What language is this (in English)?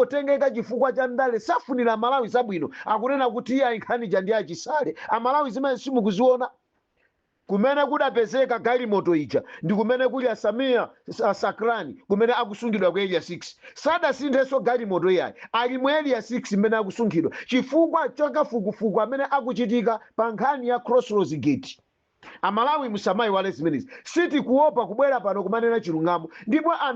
Nyanja